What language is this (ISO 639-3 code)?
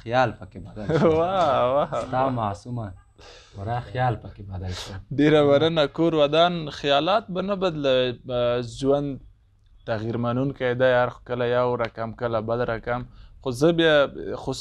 pus